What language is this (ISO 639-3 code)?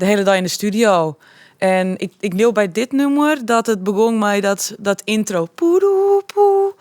fry